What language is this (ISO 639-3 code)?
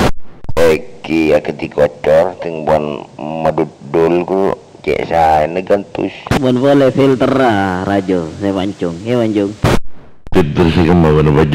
mad